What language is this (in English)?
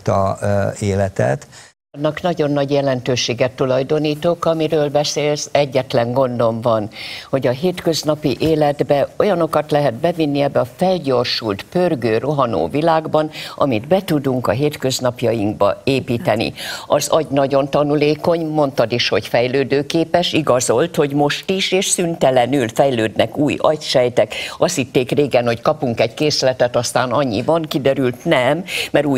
Hungarian